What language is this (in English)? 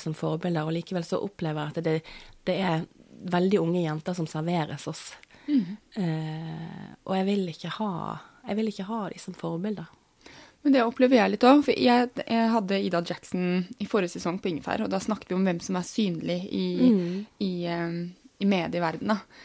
Norwegian